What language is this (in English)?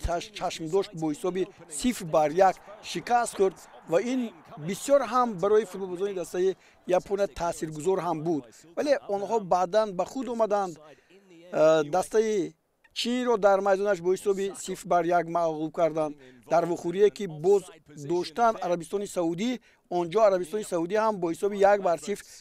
Tajik